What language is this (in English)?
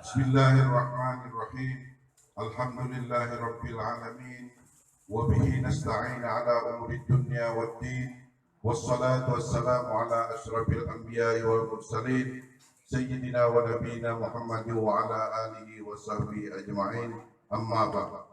Banjar